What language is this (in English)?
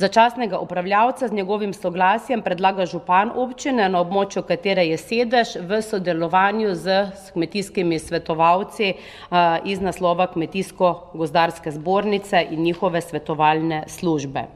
Slovenian